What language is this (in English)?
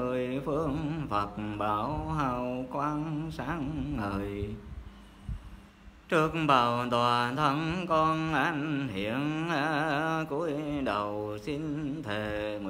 Vietnamese